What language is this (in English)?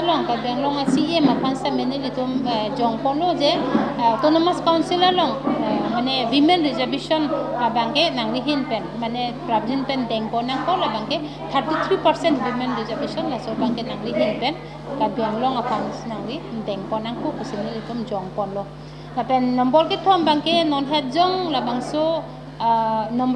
Karbi